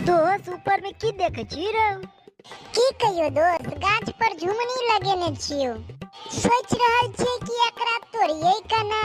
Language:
Maithili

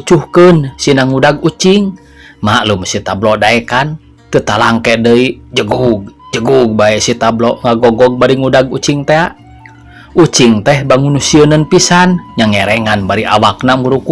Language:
Sundanese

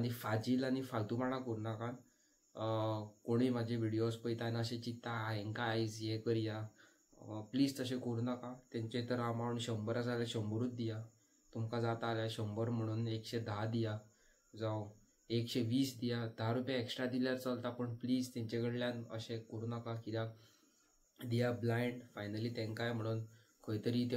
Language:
Konkani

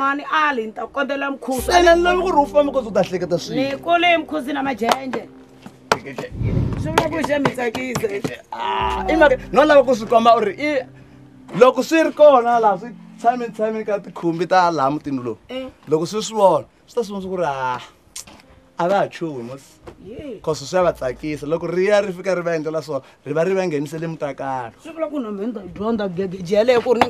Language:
Tsonga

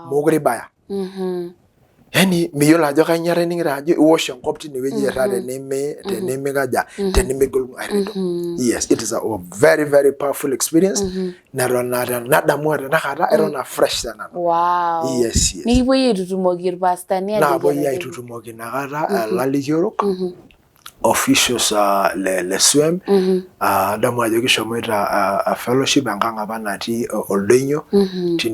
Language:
Masai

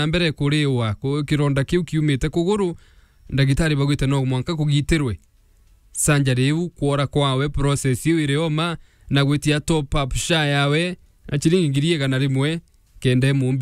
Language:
Meru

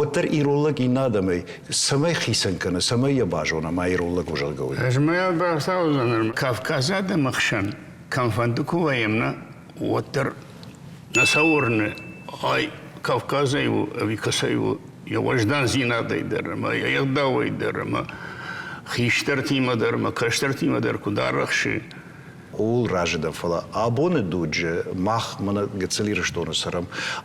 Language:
Ossetic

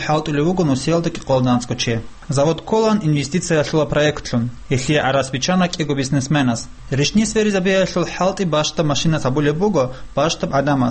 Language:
Avaric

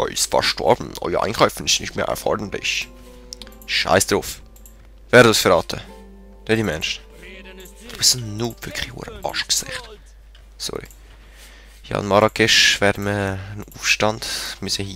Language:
Swiss German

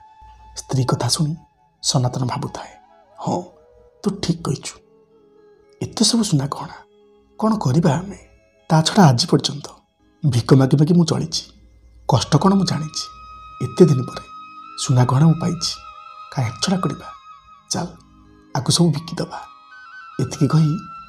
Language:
Odia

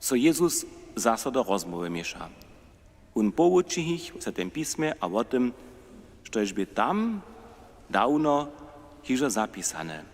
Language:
Upper Sorbian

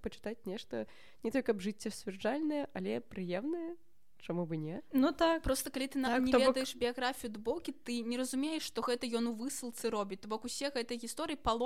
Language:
Belarusian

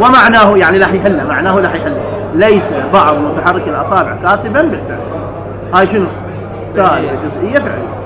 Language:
Mesopotamian Arabic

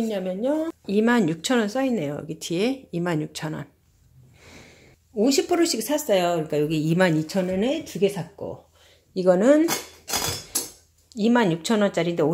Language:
Korean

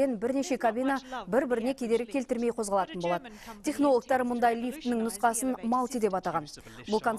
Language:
Kazakh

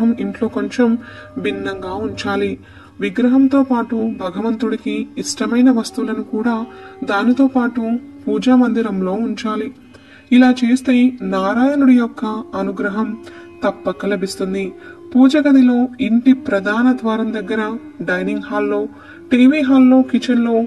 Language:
Telugu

